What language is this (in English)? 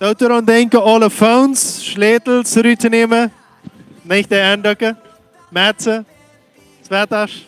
Plautdietsch